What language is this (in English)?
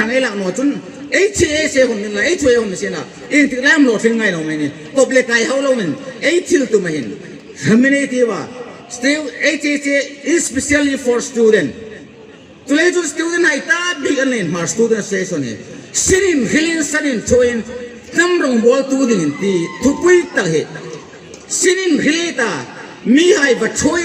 Hmar